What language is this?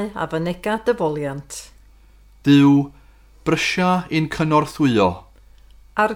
Welsh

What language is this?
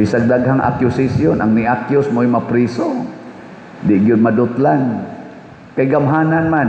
Cebuano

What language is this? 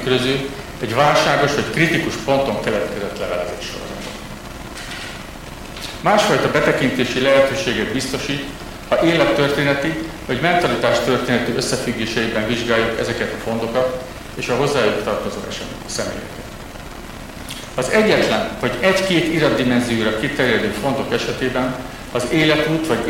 Hungarian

